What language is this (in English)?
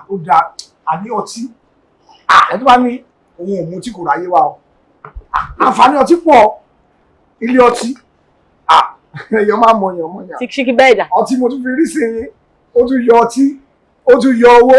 Yoruba